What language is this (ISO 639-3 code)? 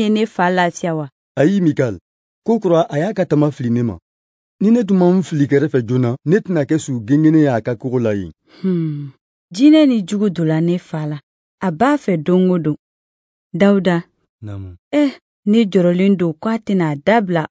bam